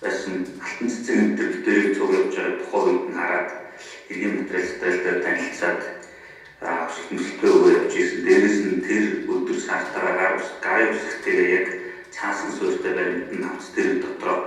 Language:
Mongolian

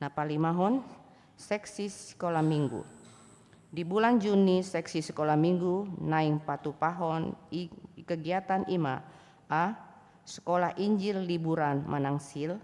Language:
Batak Toba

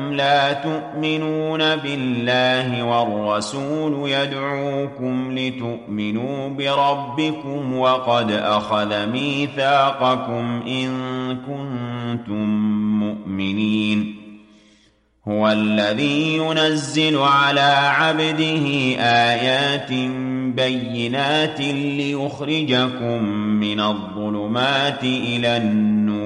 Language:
Arabic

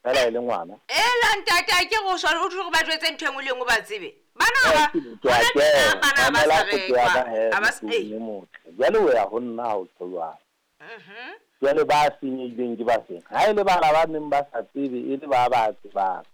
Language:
Southern Sotho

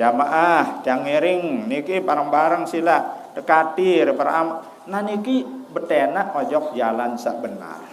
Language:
Sasak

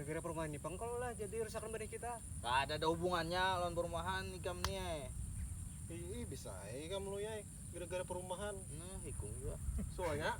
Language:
Banjar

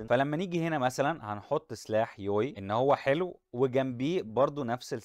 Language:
Egyptian Arabic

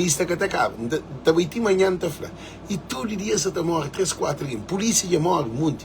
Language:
Kabuverdianu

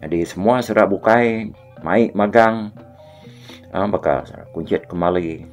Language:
Iban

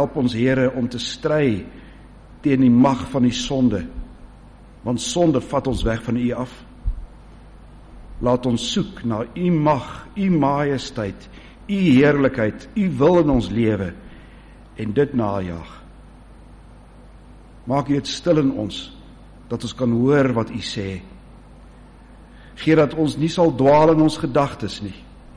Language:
Afrikaans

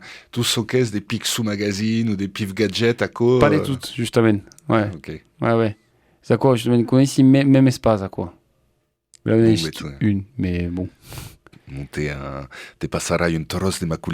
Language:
Occitan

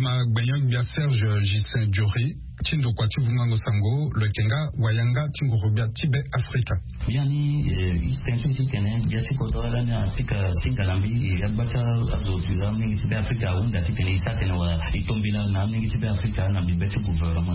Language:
Sango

